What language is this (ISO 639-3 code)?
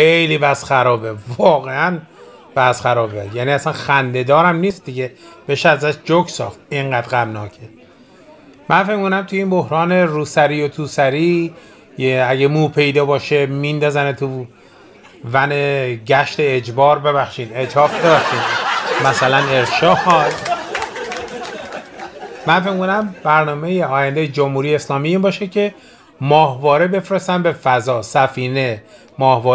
fas